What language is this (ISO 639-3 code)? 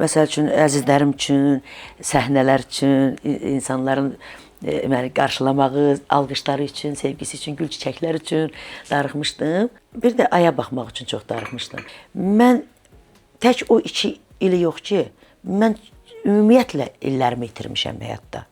aze